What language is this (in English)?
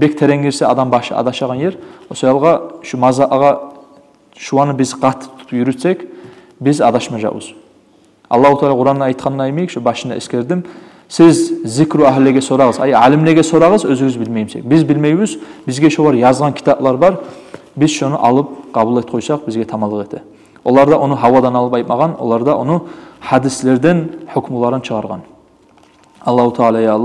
Kumyk